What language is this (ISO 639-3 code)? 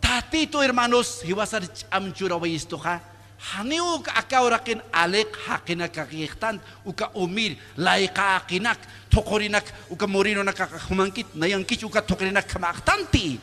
aym